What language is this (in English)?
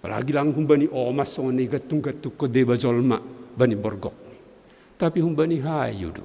Batak Simalungun